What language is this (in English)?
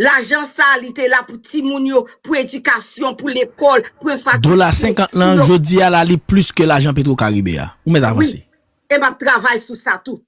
Haitian Creole